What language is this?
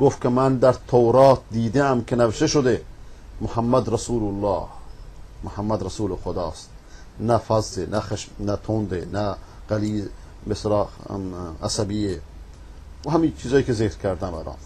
Persian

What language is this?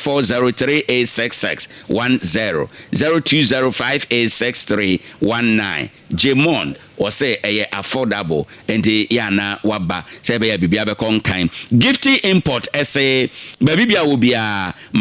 Akan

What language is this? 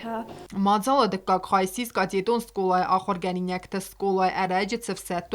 Ossetic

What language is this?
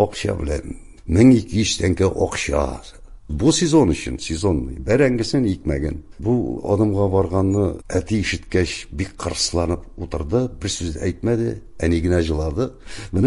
Tatar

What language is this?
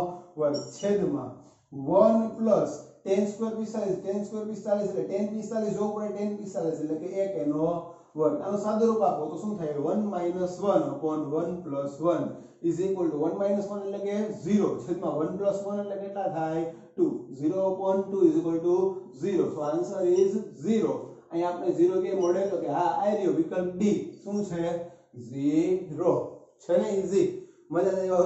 Gujarati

